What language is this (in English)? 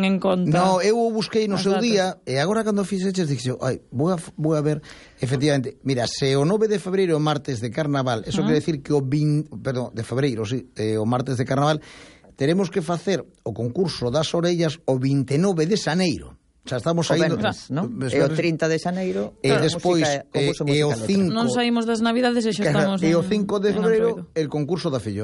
Galician